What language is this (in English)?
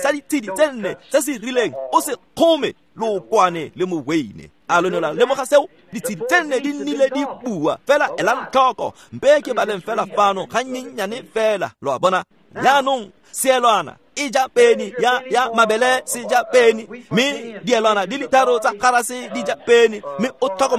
Tswana